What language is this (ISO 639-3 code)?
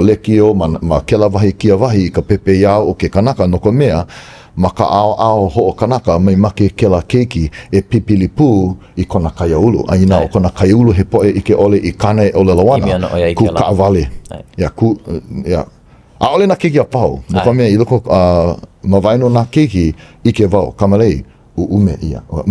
haw